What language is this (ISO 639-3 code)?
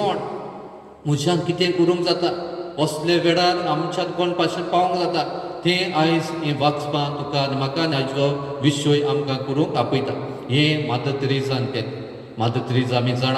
kok